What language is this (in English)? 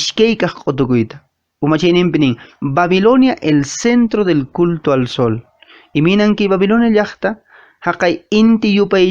Quechua